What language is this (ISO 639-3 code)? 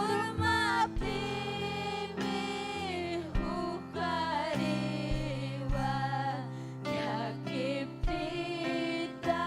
quy